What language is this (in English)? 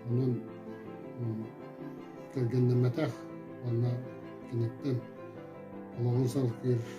Yakut